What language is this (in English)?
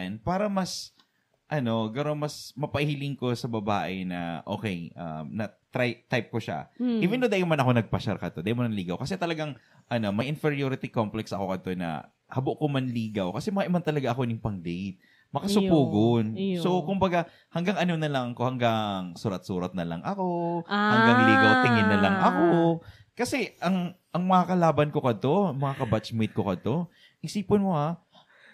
Bikol